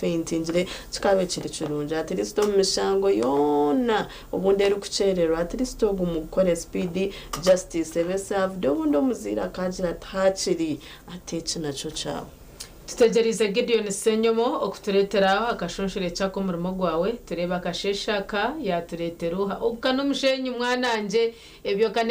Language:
Nyankole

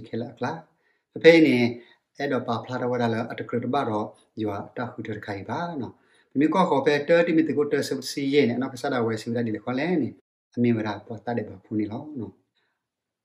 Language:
S'gaw Karen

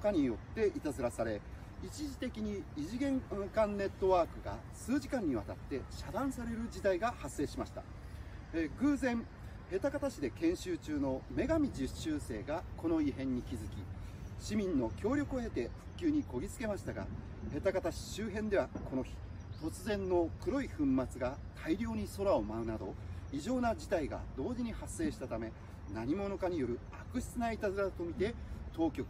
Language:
Japanese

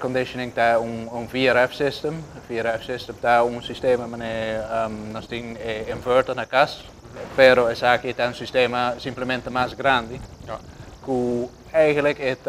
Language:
Papiamento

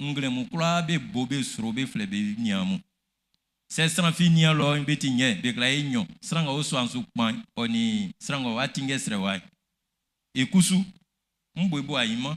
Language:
Baoulé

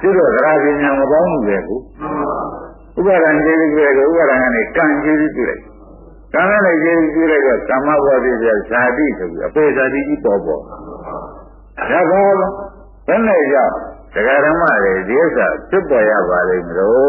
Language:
Burmese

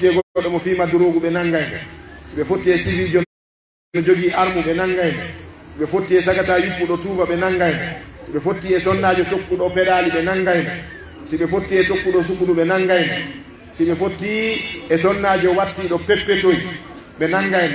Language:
Pular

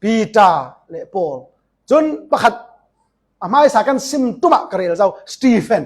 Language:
Falam Chin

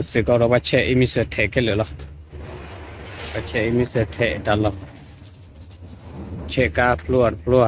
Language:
S'gaw Karen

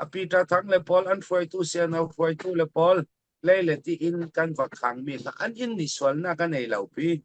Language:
Falam Chin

